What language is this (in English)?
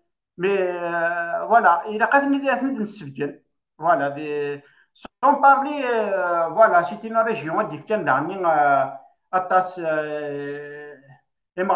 Kabyle